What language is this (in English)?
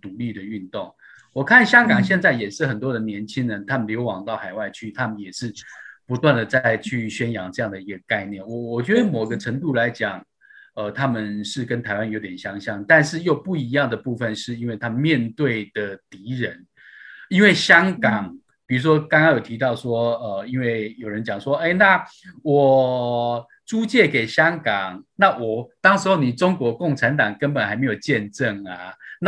Chinese